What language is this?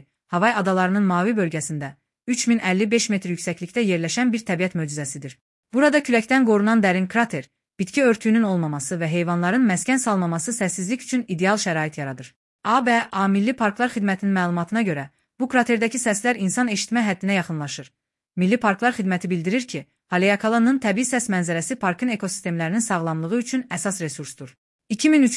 Azerbaijani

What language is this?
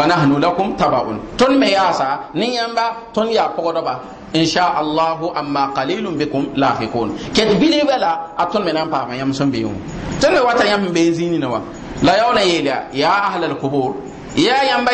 Mossi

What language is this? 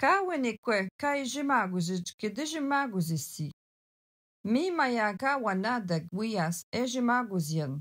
Algonquin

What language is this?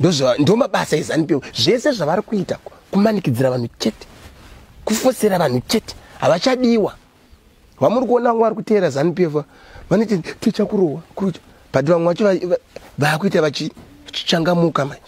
Shona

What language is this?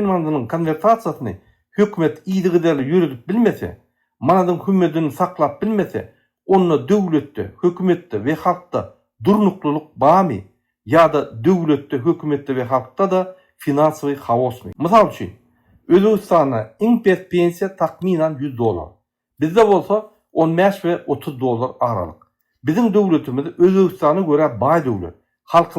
Turkmen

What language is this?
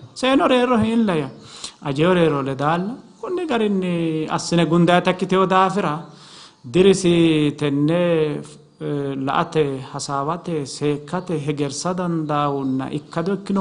Sidamo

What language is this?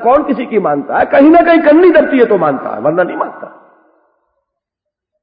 Urdu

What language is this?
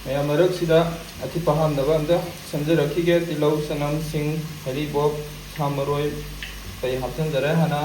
Manipuri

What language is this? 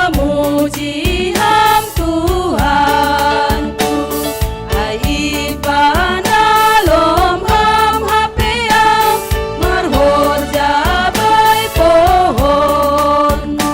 Batak Simalungun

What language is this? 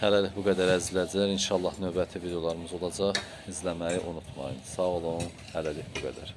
Azerbaijani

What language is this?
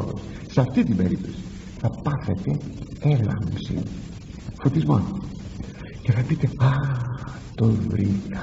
Greek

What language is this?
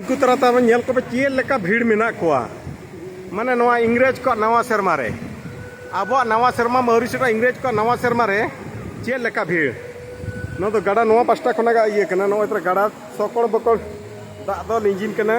Santali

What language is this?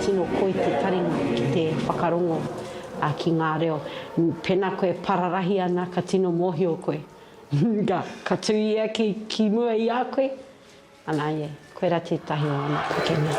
Māori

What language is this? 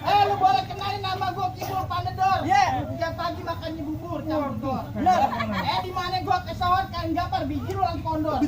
Betawi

